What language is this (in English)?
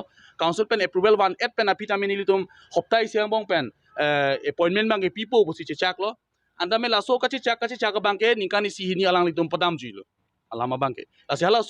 Karbi